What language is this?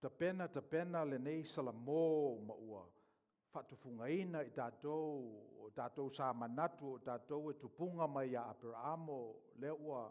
Samoan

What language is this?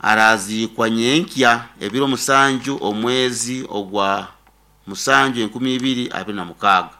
Nyoro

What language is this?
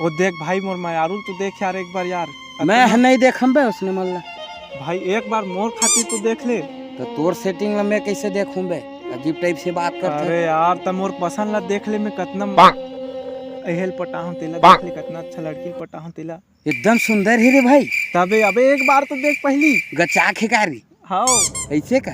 Chhattisgarhi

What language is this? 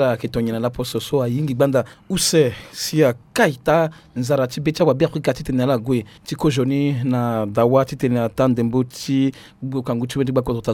Sango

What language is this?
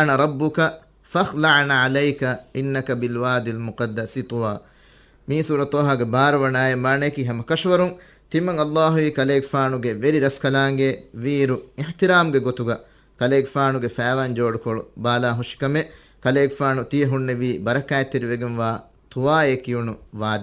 Divehi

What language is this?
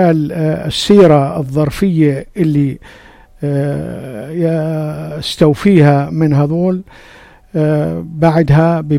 North Levantine Arabic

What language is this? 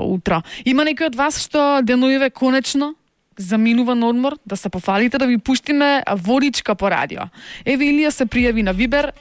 Macedonian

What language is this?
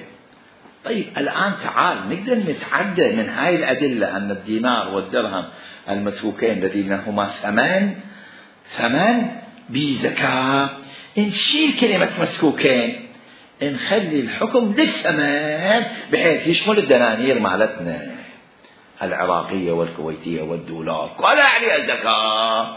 Mesopotamian Arabic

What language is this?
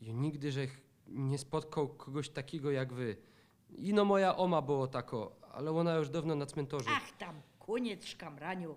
Silesian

